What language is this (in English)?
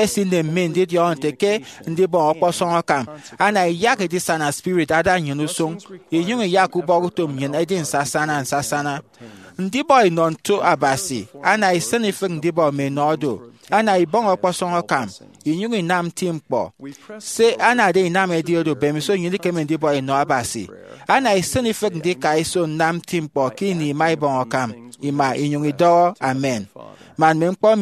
Efik